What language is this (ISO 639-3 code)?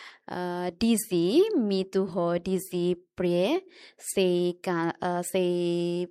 tet